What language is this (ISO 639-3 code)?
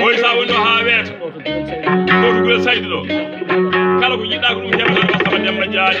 ful